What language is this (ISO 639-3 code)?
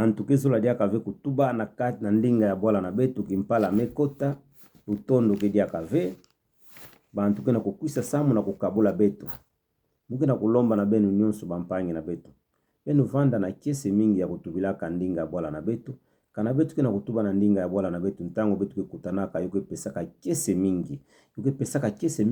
ktu